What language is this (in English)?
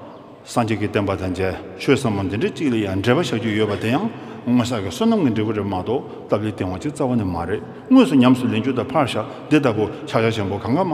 Tibetan